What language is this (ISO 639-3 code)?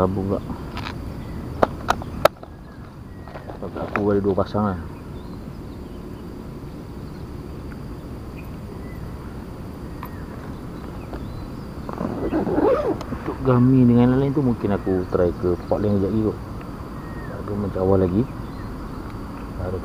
msa